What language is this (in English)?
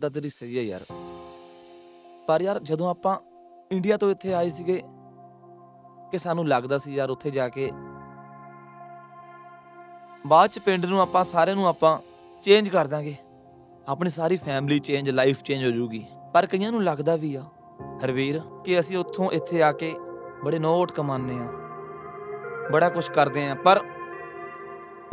Punjabi